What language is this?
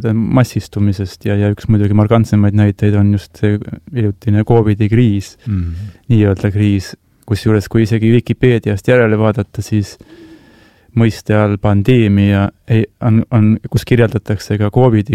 Estonian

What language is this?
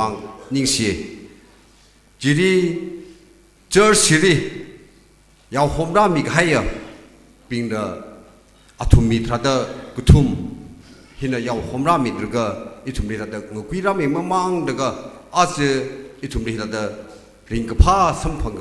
Tangkhul Naga (India)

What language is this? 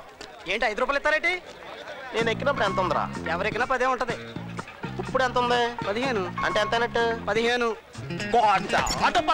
Telugu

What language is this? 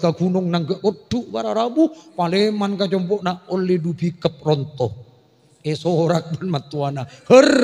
Madurese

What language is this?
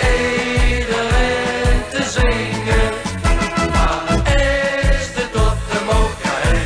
Limburgish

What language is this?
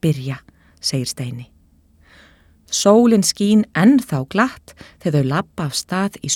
Icelandic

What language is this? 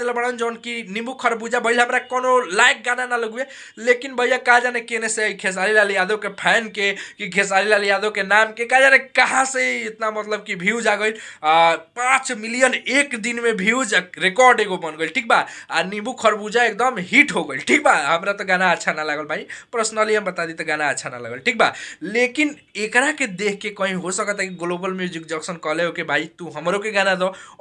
Bhojpuri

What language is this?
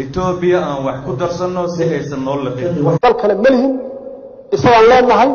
Somali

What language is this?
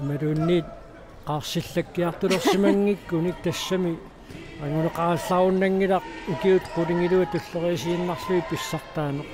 Kalaallisut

